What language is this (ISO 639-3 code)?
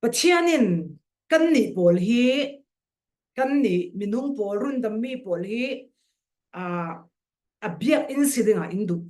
cfm